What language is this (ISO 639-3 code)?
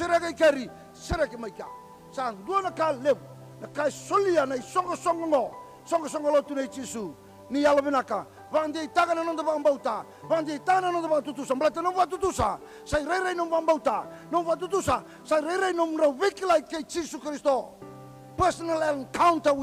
fij